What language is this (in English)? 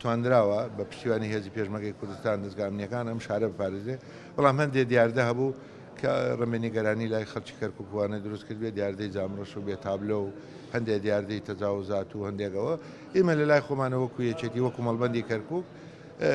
Central Kurdish